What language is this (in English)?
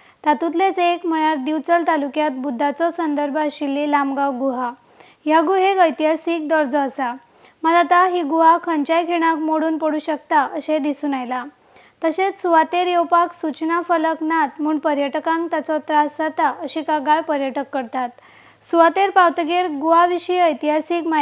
Konkani